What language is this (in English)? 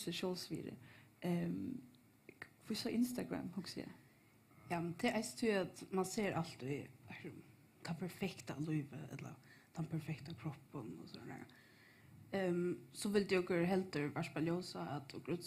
Faroese